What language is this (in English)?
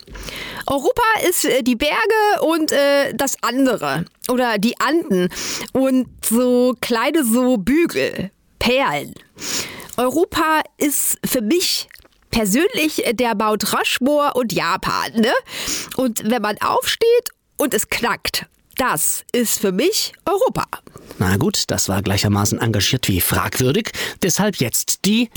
German